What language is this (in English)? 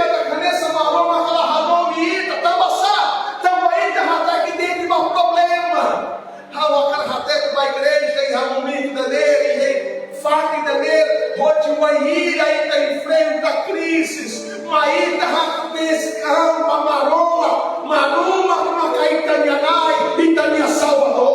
Tetum